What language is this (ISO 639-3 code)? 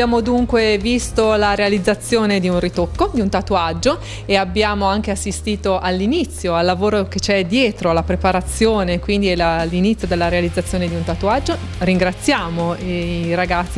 ita